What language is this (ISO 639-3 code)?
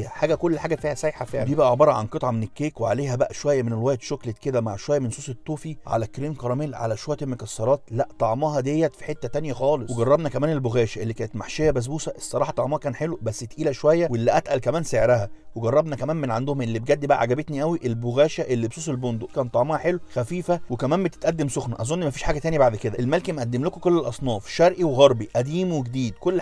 arz